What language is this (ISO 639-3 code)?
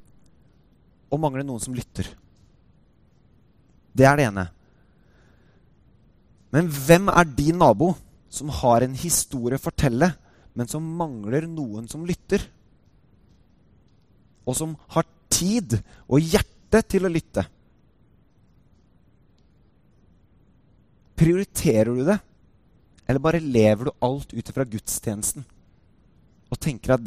nor